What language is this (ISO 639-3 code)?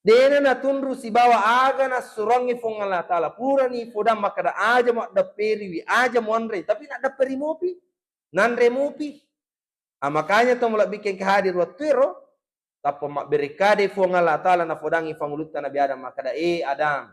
bug